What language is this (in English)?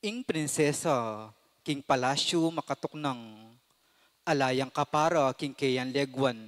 Pampanga